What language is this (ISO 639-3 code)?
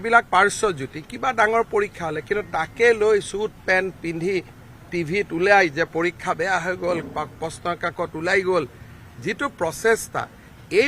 asm